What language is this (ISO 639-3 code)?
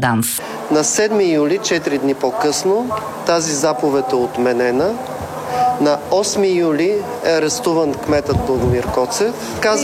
bul